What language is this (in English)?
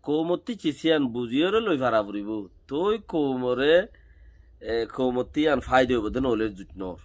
Rohingya